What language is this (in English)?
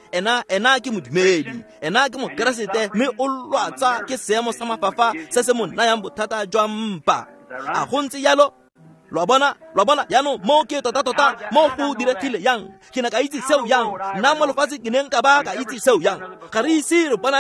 Tswana